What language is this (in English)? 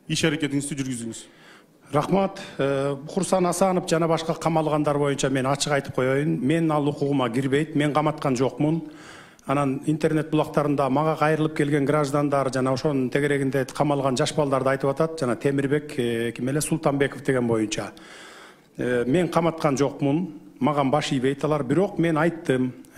Kyrgyz